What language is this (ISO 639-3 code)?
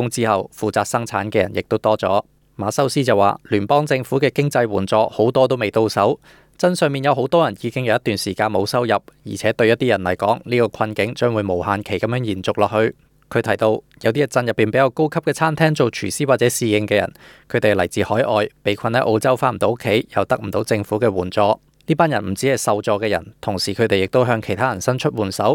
yue